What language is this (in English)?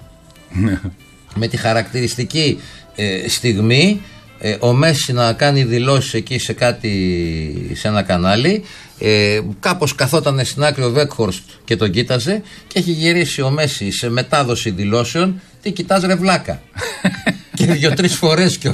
Greek